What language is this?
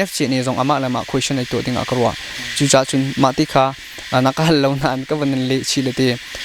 Hakha Chin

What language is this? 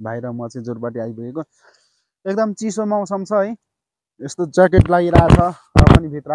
Nepali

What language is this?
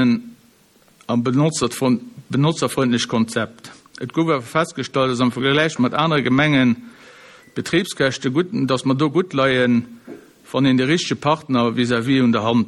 Luxembourgish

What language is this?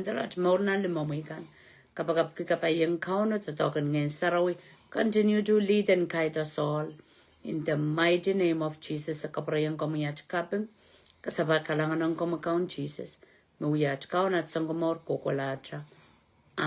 Pohnpeian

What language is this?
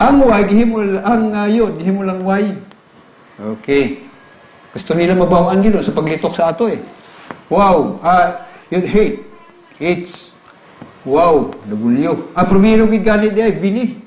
Cebuano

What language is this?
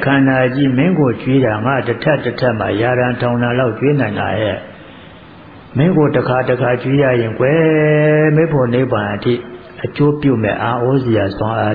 Burmese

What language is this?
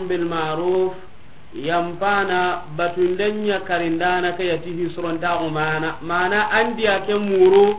Soninke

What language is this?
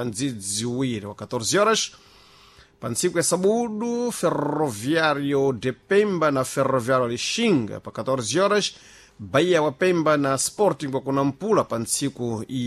Sena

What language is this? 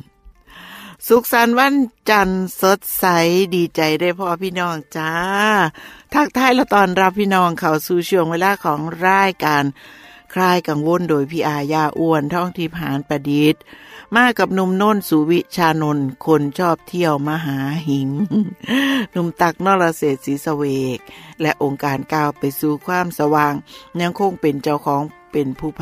Thai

